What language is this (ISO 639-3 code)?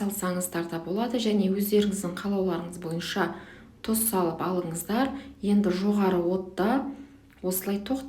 kaz